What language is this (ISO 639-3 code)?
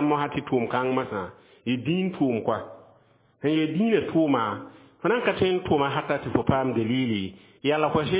mos